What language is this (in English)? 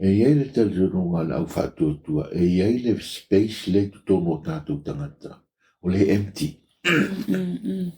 Samoan